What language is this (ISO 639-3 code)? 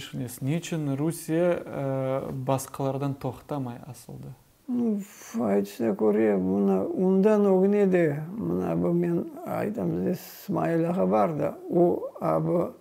crh